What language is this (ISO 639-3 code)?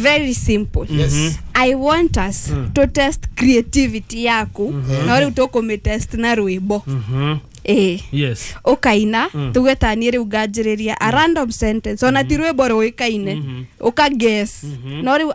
kik